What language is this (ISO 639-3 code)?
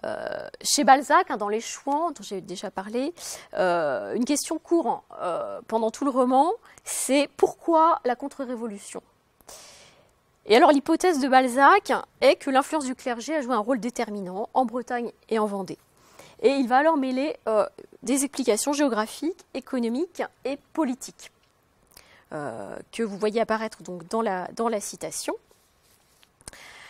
fra